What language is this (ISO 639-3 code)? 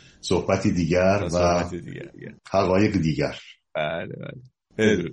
fas